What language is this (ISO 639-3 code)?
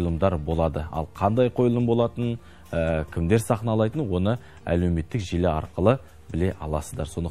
kaz